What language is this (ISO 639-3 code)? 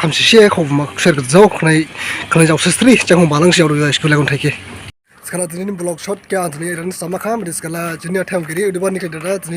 dis